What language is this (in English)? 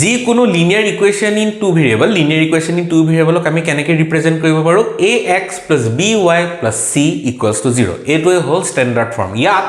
Assamese